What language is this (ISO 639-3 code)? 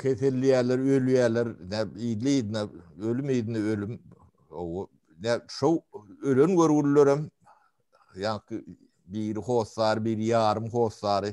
tuk